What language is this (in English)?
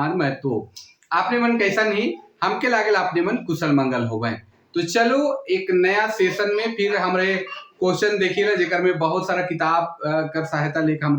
Sadri